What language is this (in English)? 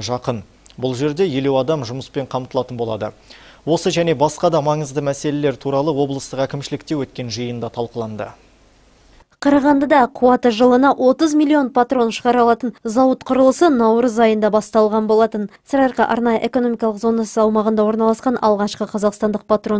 Kazakh